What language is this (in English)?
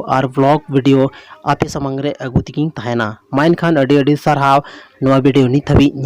Santali